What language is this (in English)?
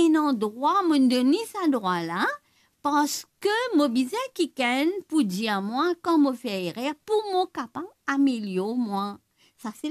Morisyen